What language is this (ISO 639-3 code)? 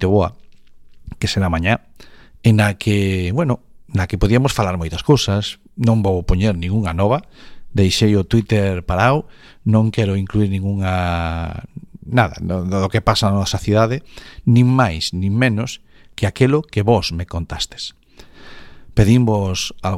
glg